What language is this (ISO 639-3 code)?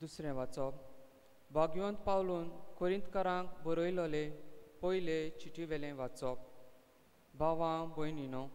kok